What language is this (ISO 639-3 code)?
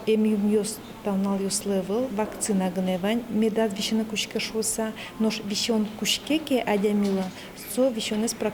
udm